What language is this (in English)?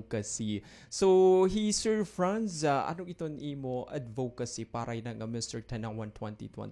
Waray